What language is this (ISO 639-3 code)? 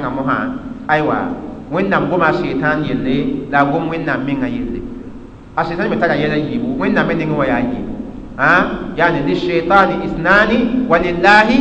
mos